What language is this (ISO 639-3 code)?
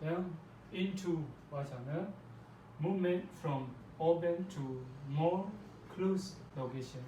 raw